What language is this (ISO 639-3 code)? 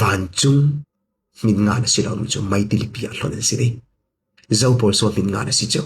cfm